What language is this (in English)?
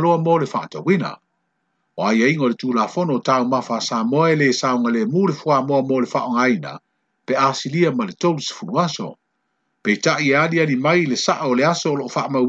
Samoan